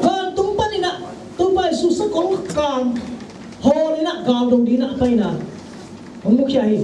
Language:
Tedim Chin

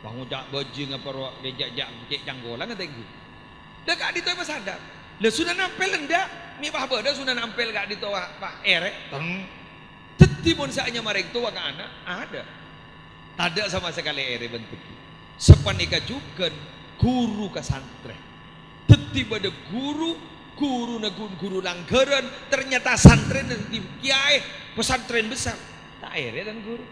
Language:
Madurese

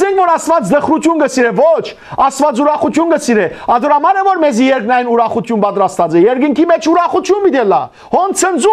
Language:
Western Armenian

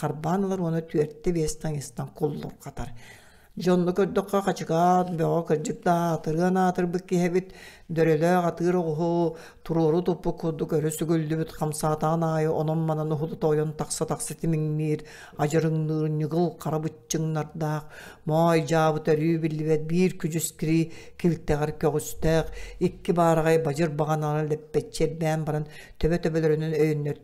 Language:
Yakut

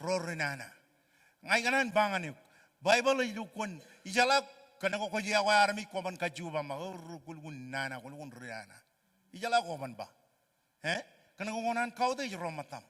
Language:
Marshallese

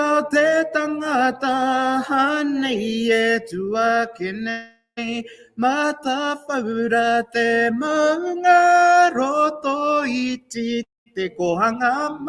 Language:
Māori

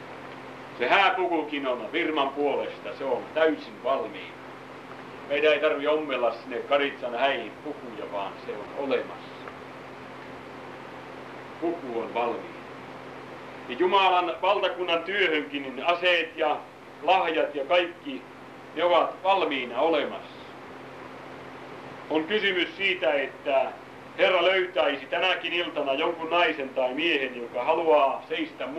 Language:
Finnish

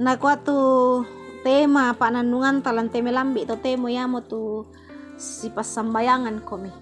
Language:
Toraja-Sa'dan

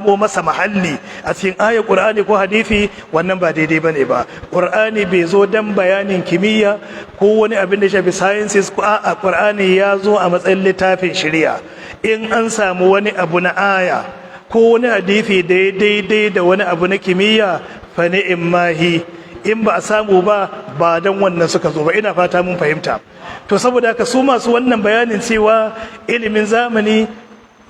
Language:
Hausa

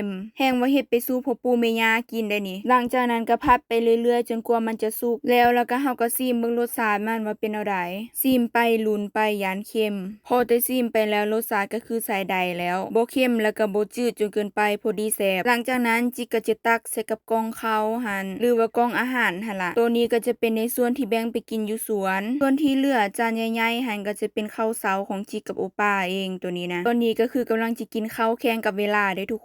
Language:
Lao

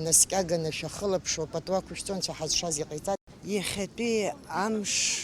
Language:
Abkhazian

